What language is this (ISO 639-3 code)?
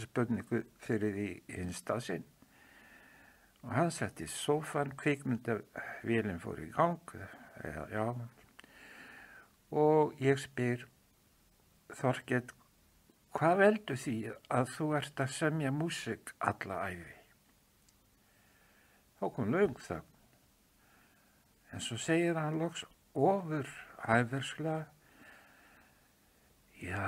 isl